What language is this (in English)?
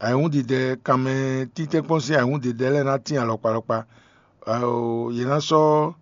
Fon